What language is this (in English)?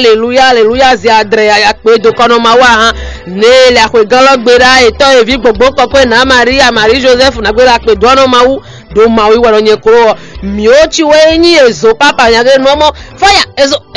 Fon